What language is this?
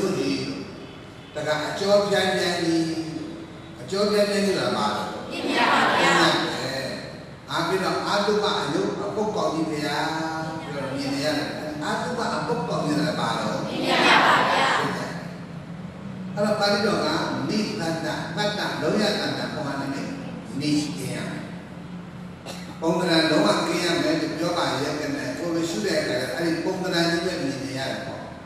Burmese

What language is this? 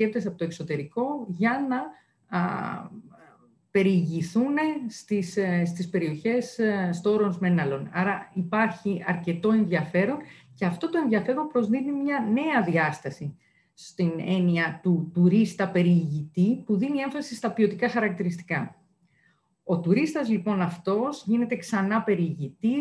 Greek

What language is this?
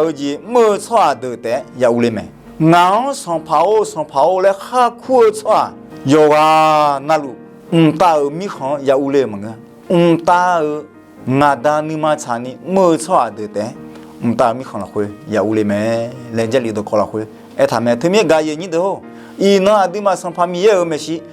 Akha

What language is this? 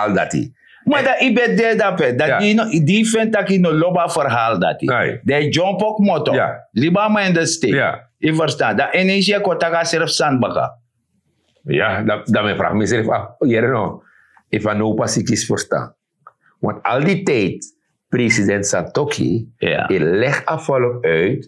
Sranan Tongo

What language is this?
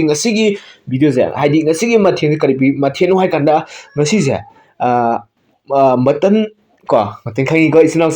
Manipuri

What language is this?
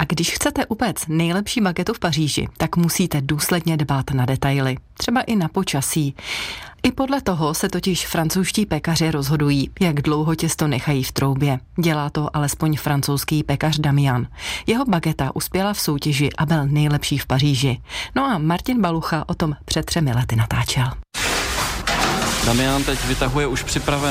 Czech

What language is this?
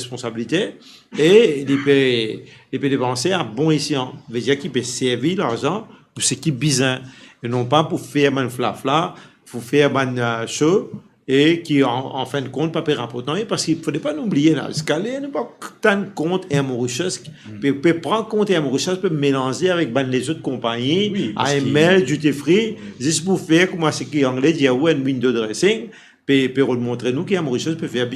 Morisyen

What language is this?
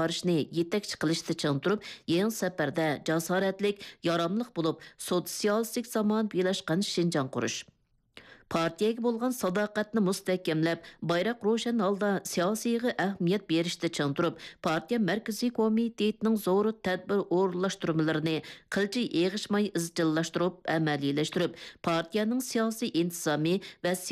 Uyghur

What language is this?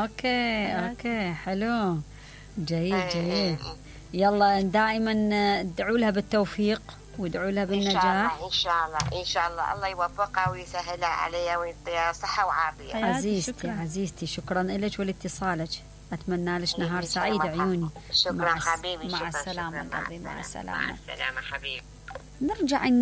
Mesopotamian Arabic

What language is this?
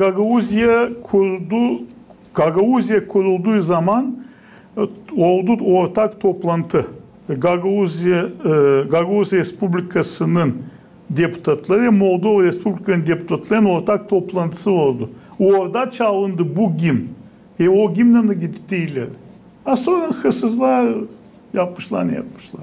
Gagauz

